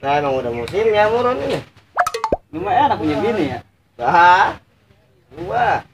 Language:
Betawi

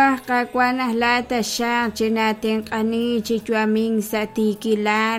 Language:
Kekchí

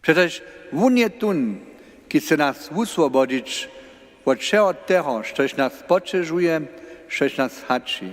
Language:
Upper Sorbian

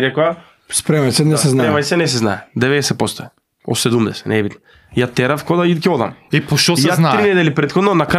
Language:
Macedonian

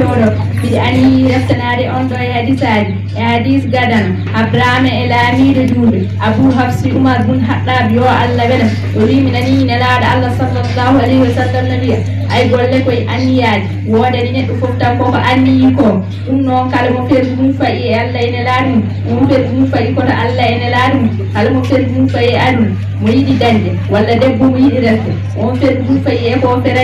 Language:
Fula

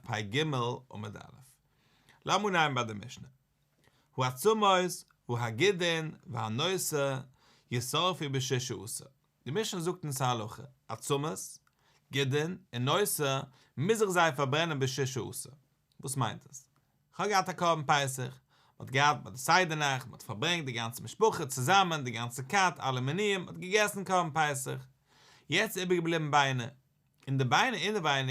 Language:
Yiddish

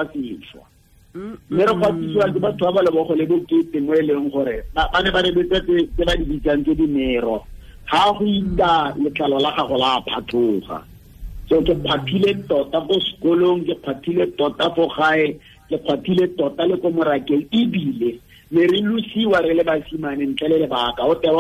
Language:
Tswana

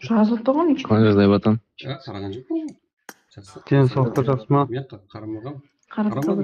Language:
Kara-Kalpak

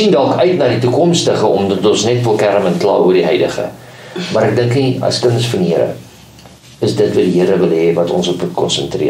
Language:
Afrikaans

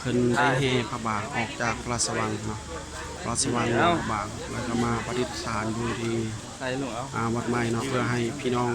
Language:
Lao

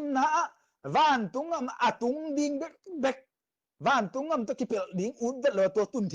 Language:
Tedim Chin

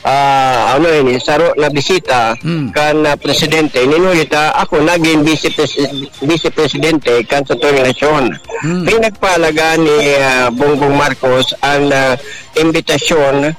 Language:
Bikol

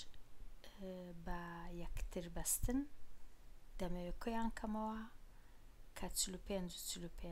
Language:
Central Kurdish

